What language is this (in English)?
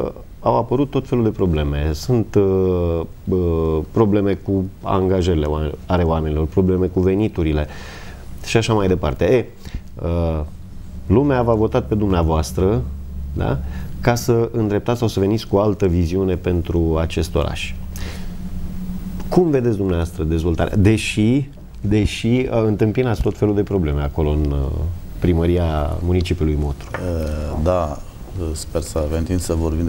Romanian